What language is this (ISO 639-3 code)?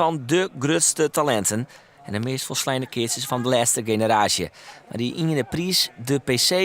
fry